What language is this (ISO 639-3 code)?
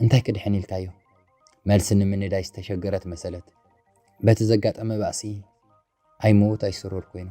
tir